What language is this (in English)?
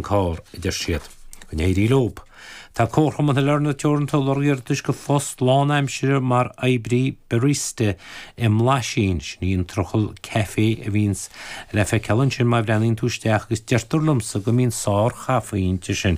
Irish